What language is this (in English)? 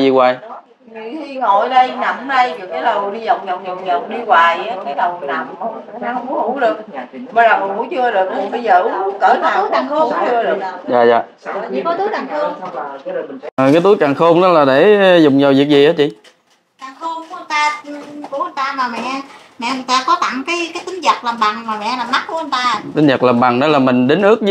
Vietnamese